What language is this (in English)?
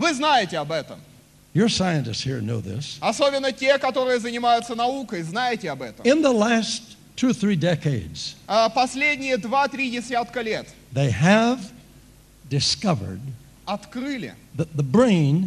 Russian